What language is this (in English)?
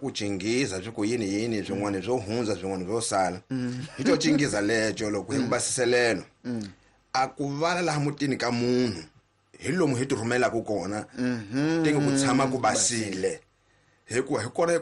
Tsonga